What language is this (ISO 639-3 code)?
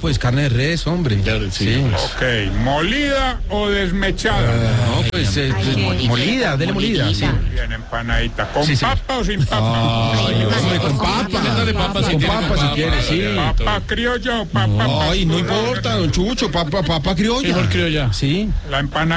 spa